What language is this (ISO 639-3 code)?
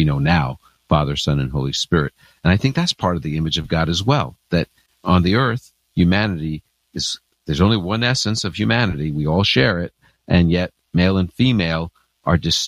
eng